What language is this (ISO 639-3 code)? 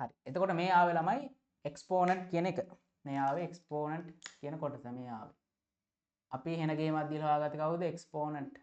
sin